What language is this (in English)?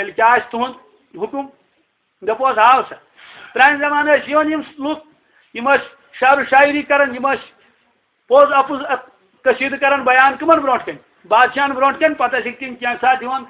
Kashmiri